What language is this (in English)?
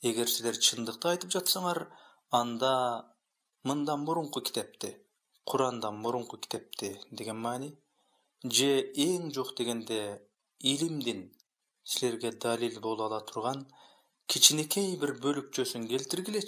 Kyrgyz